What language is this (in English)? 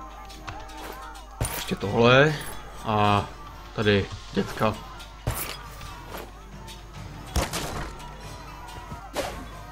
Czech